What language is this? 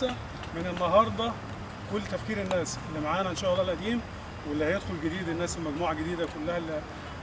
Egyptian Arabic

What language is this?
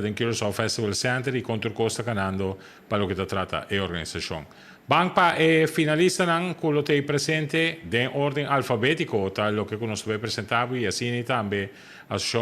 Papiamento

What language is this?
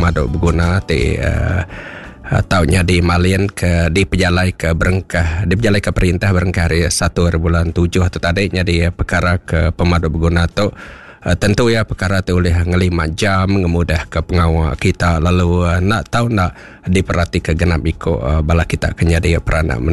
Iban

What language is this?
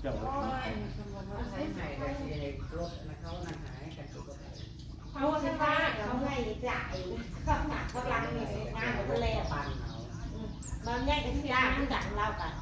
Northeastern Thai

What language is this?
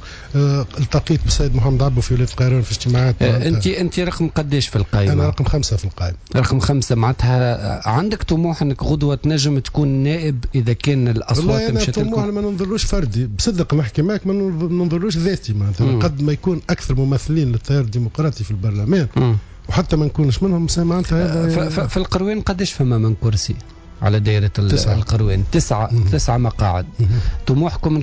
Tunisian Arabic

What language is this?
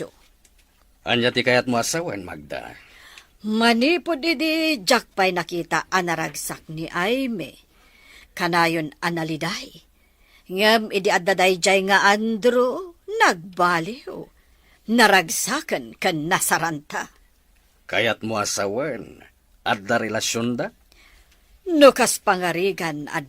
Iloko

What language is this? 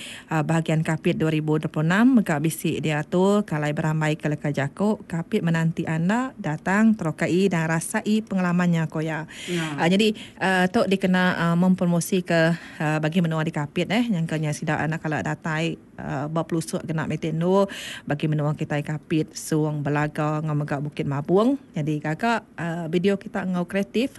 Iban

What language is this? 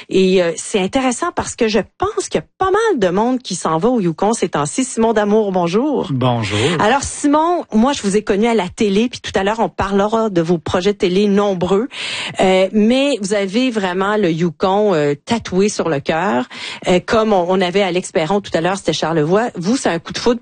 French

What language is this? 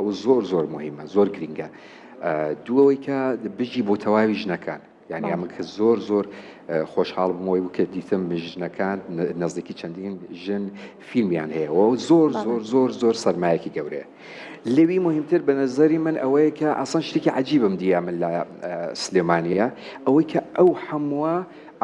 Central Kurdish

